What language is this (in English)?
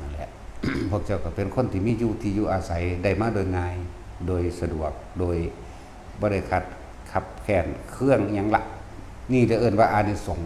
Lao